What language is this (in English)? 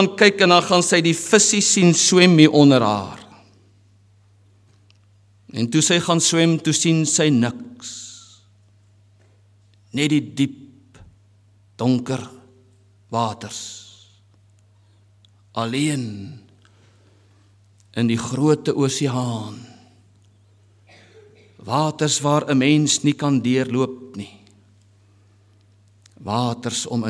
Afrikaans